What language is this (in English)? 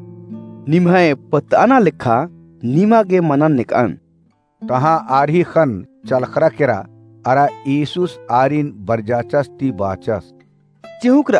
Kurukh